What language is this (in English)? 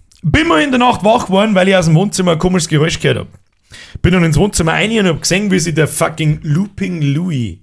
Bavarian